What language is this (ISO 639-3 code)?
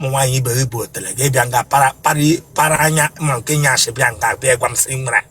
ibo